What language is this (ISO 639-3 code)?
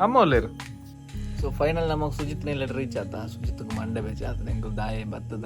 tcy